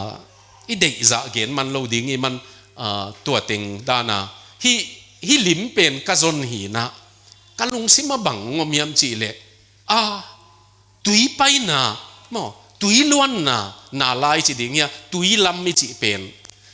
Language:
Tedim Chin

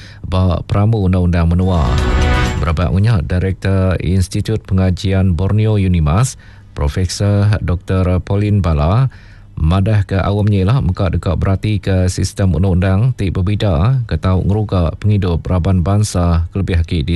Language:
Iban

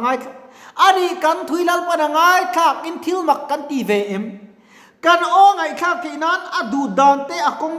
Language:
Mizo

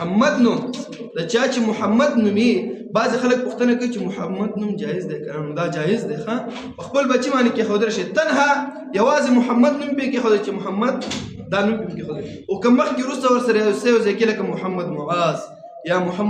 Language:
Pashto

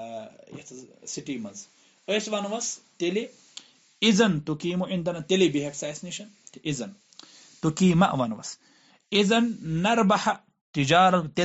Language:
Kashmiri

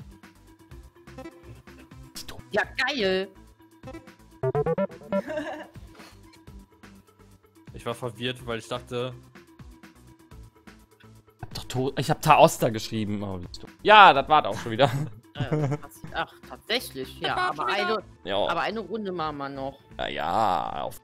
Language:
German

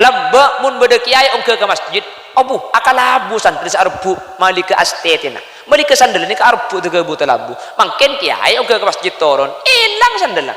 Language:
Madurese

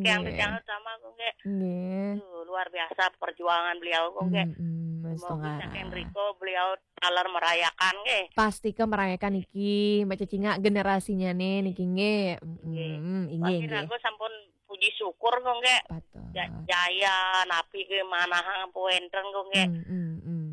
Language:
Balinese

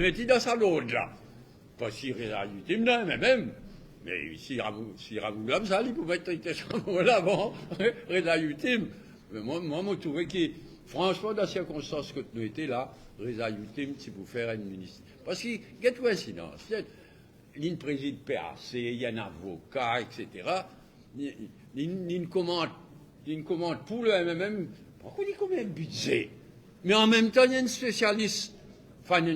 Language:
Morisyen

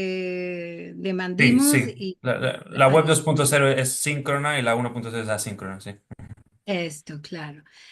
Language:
Ladino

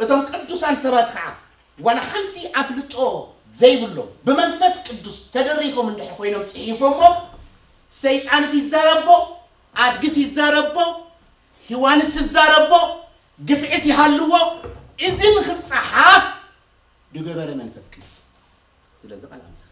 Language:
Tigrinya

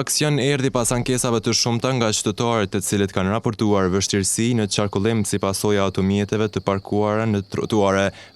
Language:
Albanian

